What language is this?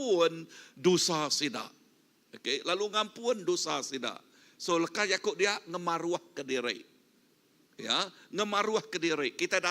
Iban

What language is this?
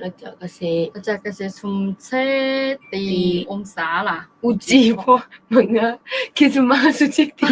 Akha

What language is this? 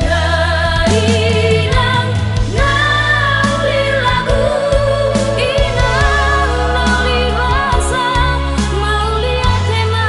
Batak Toba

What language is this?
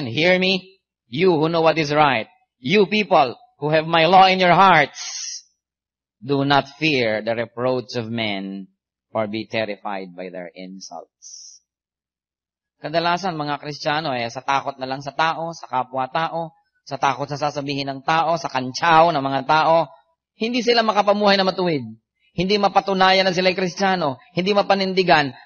Filipino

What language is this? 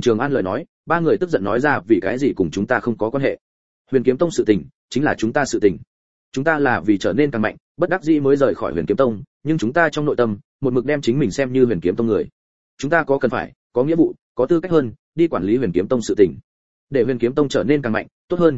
Vietnamese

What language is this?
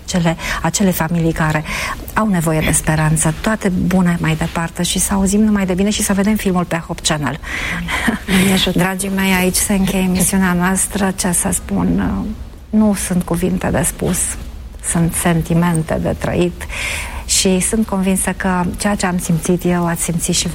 Romanian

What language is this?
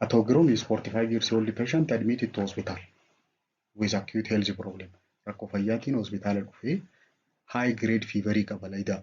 Oromo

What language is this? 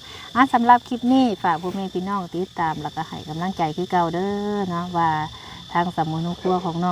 Lao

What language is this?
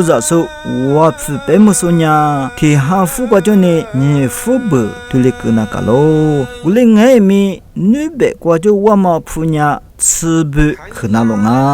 Lisu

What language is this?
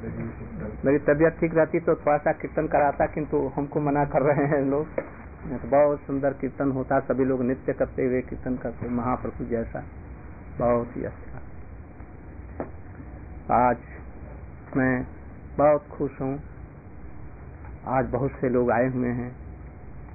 Hindi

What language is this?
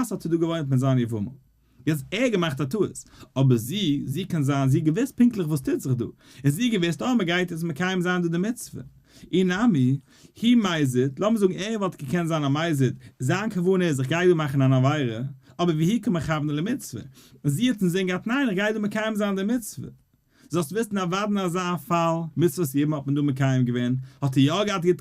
Yiddish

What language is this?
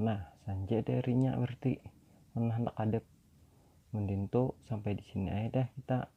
Banjar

